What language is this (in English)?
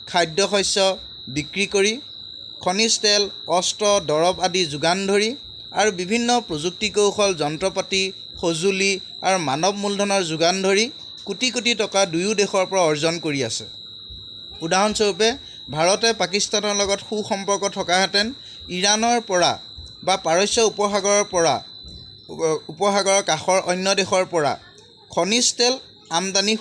Assamese